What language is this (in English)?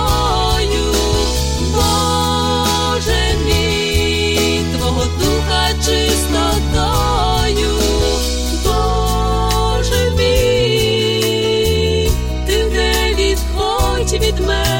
Ukrainian